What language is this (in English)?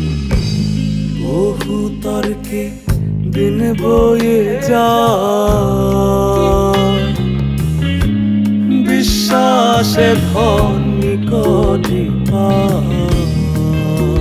Bangla